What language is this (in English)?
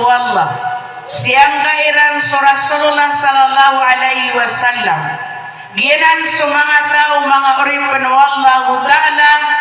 Maranao